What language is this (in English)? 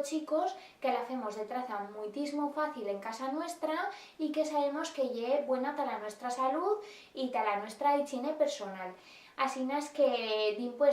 Aragonese